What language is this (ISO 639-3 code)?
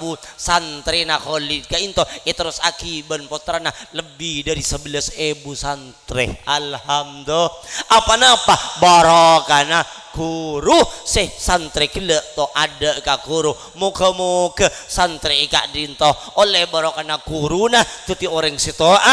mad